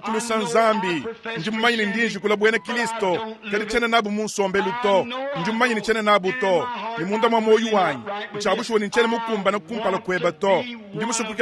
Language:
Luba-Lulua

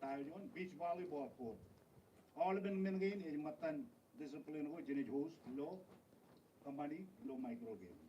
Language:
Marshallese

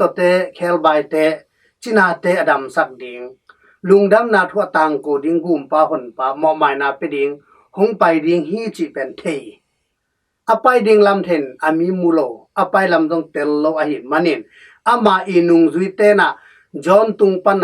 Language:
Tedim Chin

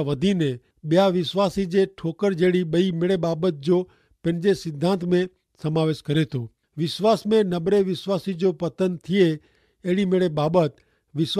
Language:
Kachhi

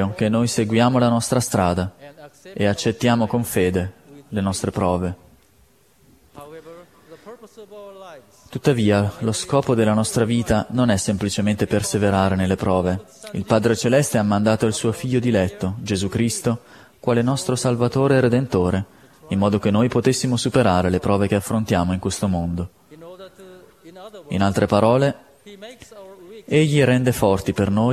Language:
Italian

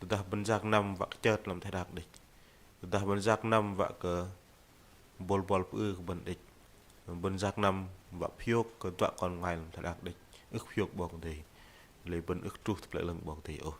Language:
Bahnar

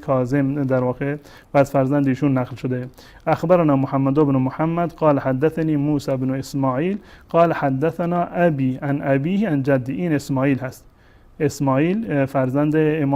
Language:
Persian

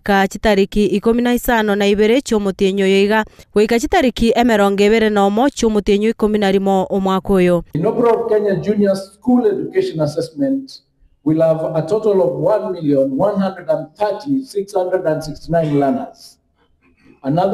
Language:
Gusii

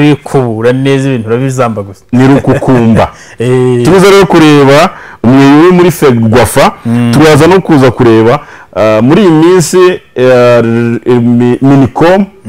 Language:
Kinyarwanda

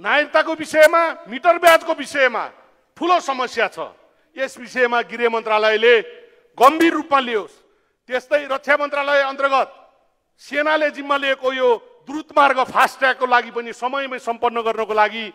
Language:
Nepali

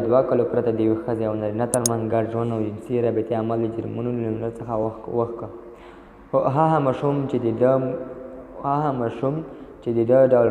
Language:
Pashto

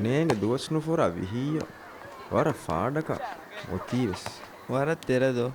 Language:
Divehi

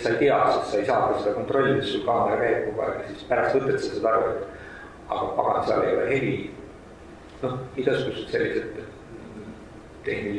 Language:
Estonian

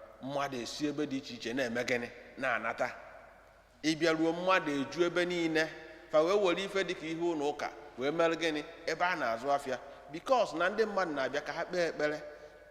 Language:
Igbo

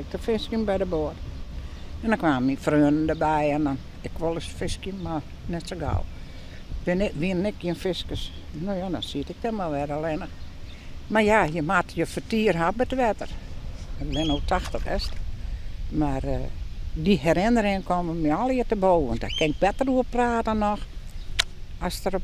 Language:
Western Frisian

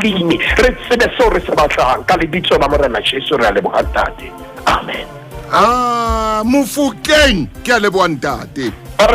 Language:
Southern Sotho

